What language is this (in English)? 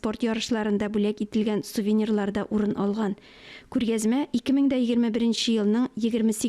Tatar